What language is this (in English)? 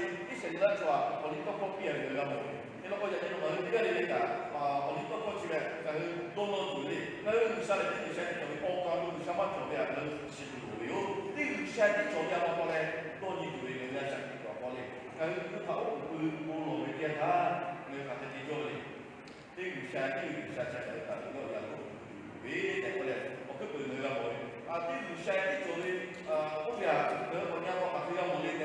Lahu